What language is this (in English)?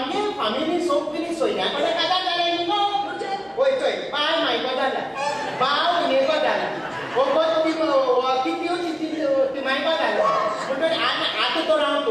Konkani